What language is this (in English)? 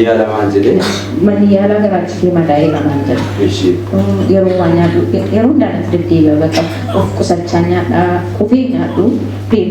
Oromo